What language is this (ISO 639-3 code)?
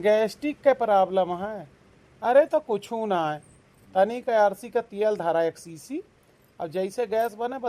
awa